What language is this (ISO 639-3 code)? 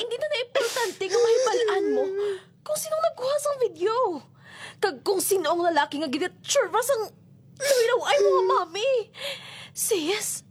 hil